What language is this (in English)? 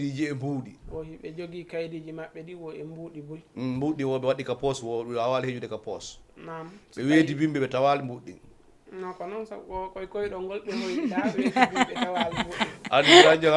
Fula